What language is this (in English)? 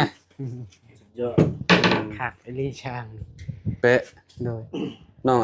Lao